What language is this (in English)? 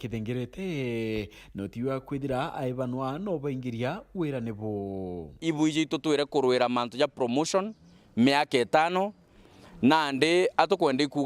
Meru